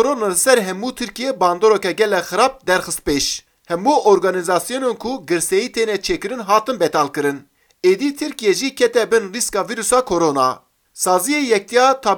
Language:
Kurdish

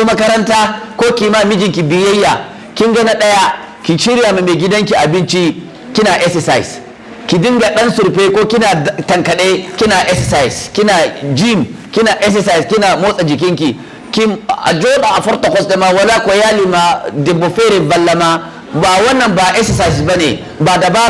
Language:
Hausa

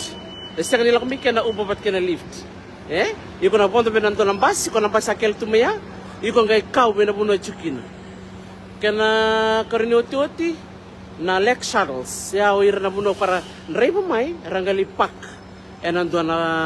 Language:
Fijian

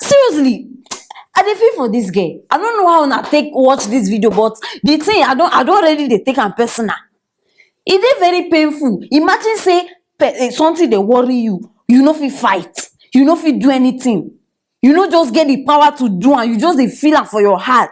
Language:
Nigerian Pidgin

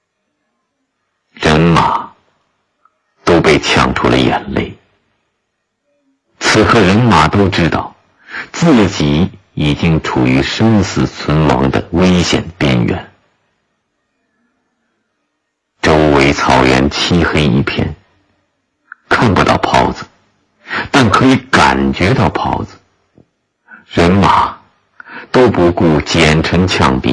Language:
Chinese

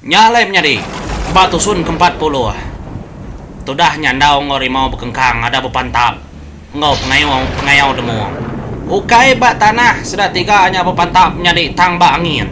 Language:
Iban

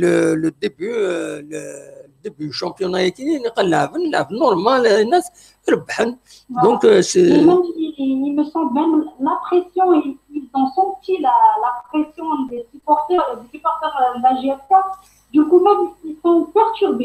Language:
Kabyle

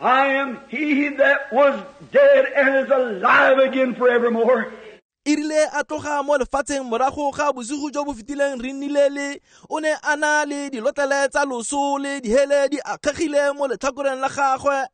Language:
Tswana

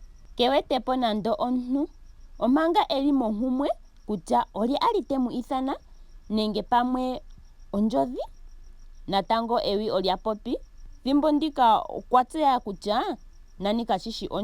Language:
Ndonga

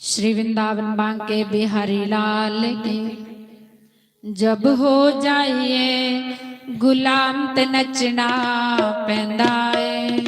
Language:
Dogri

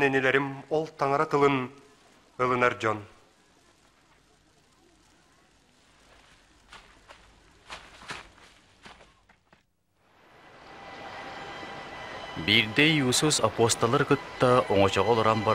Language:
Yakut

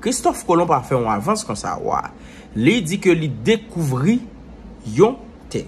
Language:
Haitian Creole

